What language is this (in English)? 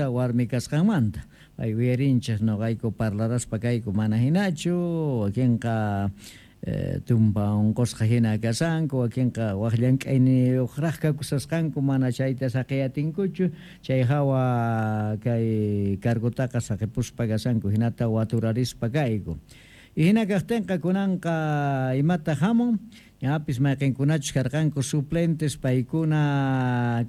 Quechua